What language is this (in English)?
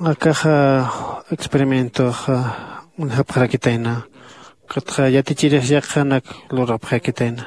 Aymara